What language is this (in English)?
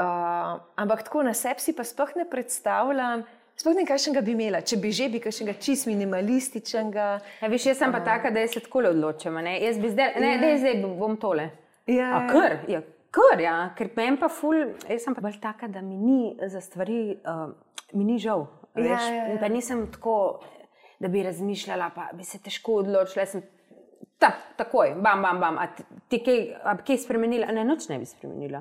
Slovenian